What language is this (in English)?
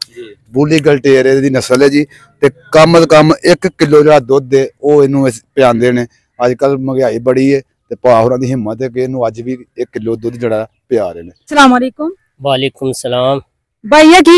Punjabi